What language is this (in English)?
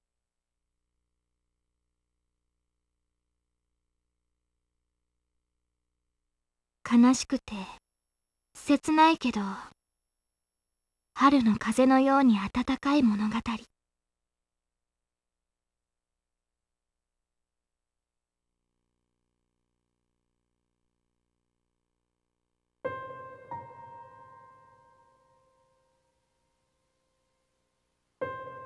Japanese